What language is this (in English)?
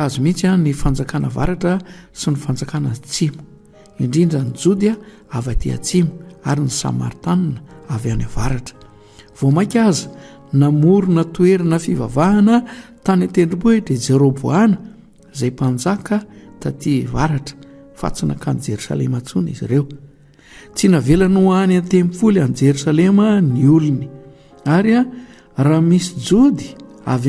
Malagasy